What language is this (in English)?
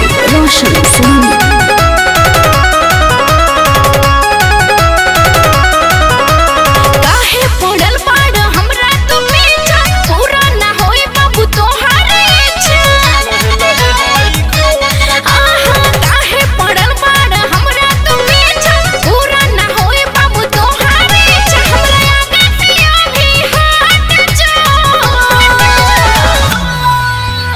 Bhojpuri